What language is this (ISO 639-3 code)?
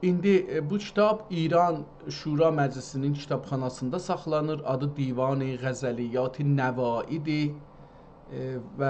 azb